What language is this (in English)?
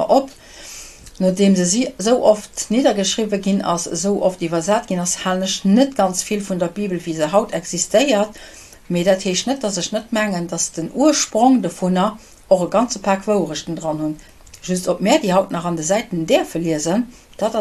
Luxembourgish